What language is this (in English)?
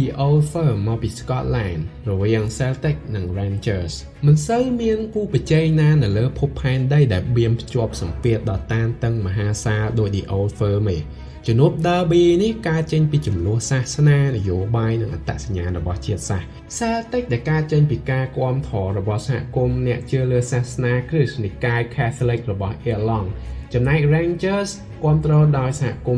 Khmer